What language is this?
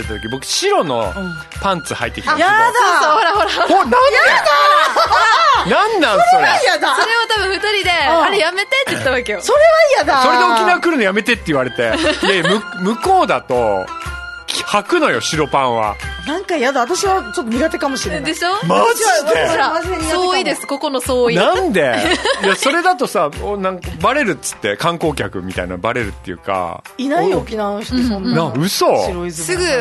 Japanese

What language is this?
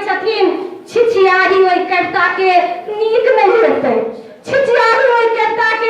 Maithili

